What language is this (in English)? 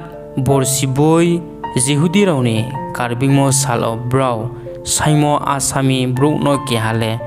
Riang (India)